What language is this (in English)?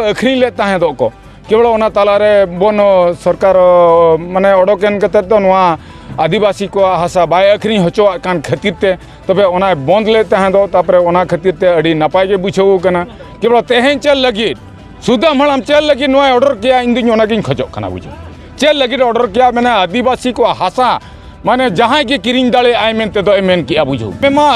Santali